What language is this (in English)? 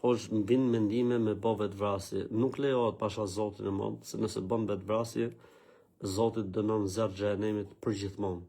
Albanian